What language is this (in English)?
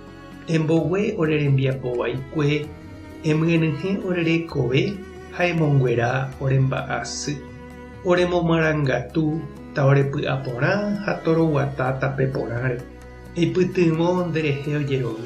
Guarani